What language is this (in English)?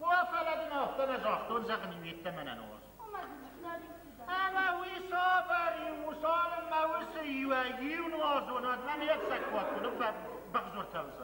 Ossetic